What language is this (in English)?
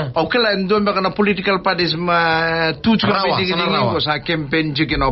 Fijian